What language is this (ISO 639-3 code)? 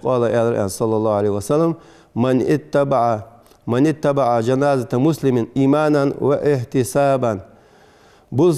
inh